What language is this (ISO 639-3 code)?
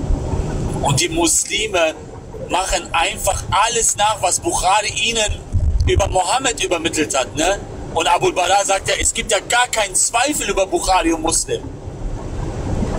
deu